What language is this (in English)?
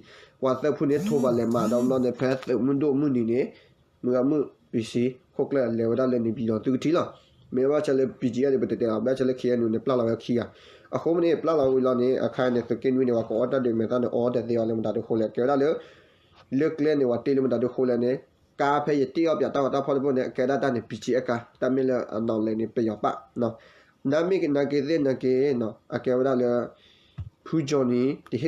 S'gaw Karen